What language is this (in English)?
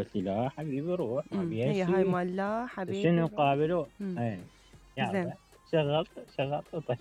Mesopotamian Arabic